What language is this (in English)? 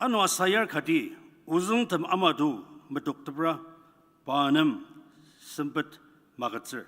Ao Naga